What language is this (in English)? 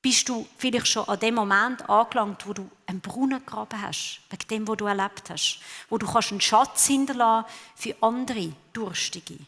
Swiss German